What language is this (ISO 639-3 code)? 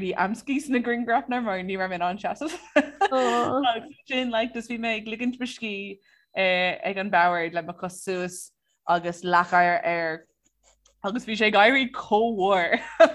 gle